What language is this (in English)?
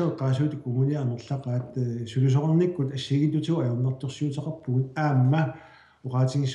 Kalaallisut